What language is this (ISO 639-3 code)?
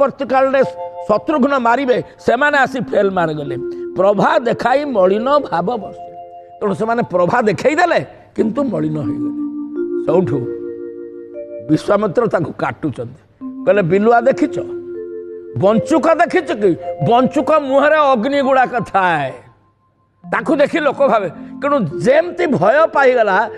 ori